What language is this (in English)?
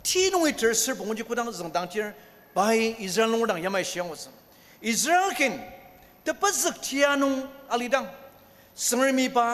Ao Naga